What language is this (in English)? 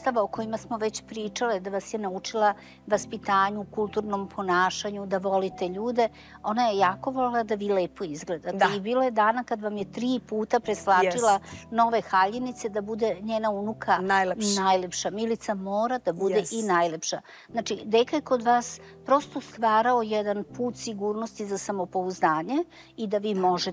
Serbian